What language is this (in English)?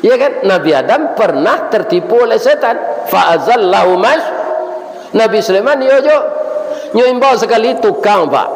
Minangkabau